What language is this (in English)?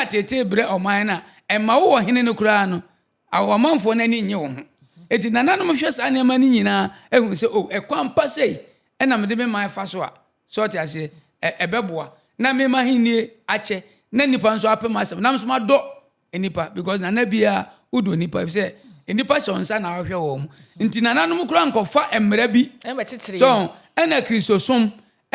Akan